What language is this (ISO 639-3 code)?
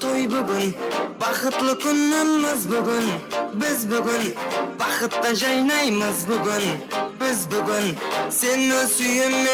kaa